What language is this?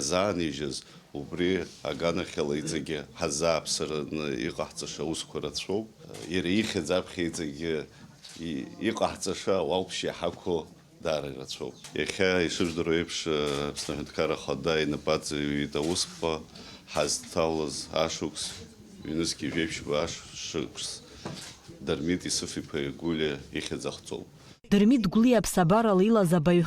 Abkhazian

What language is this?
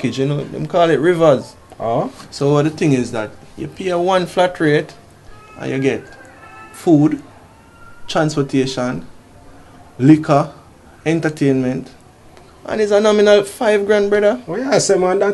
Jamaican Creole English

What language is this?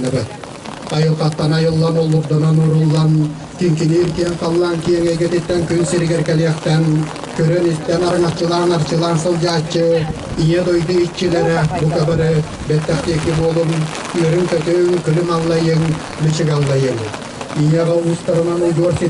Yakut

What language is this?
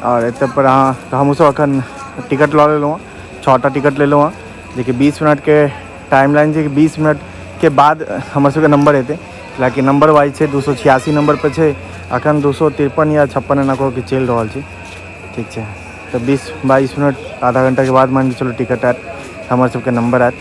Maithili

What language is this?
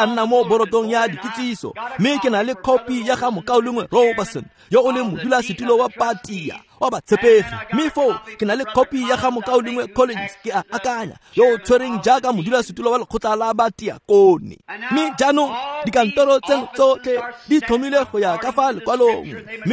Tswana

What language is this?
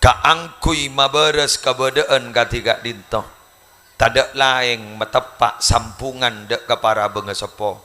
Madurese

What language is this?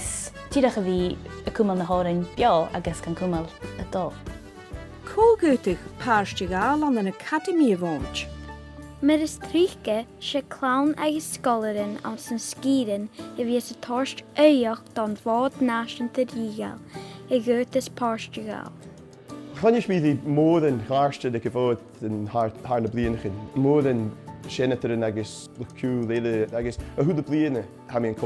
Scottish Gaelic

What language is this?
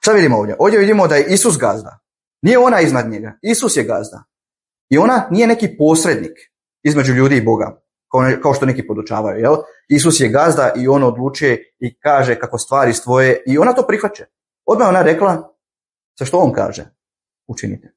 Bosnian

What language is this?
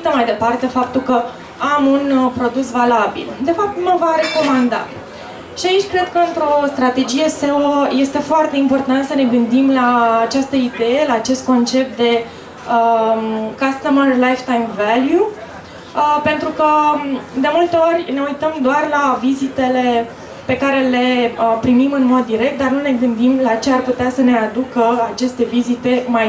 Romanian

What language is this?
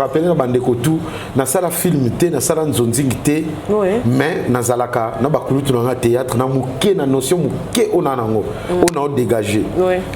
Lingala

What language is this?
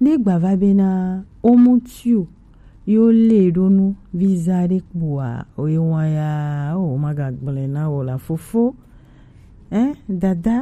Gen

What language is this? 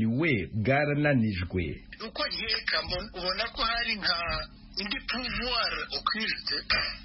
Kinyarwanda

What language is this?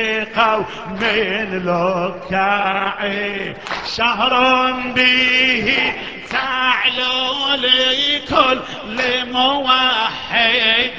Arabic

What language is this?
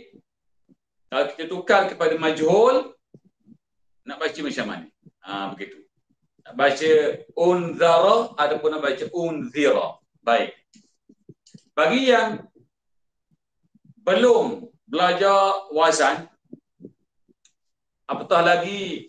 Malay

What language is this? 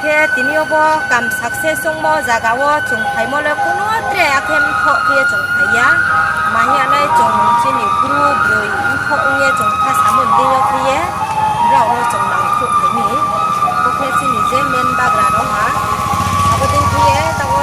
Riang (India)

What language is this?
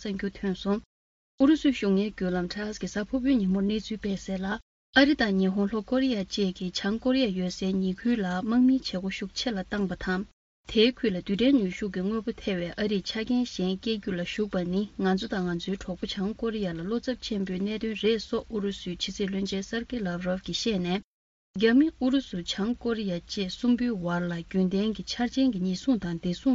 Tibetan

